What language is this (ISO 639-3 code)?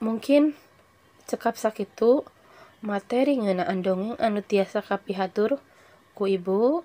sun